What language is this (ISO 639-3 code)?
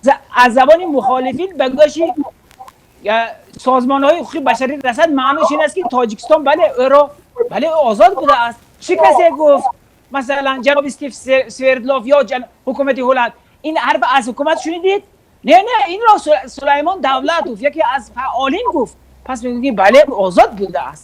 tgk